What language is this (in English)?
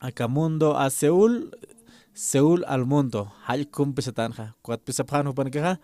Aymara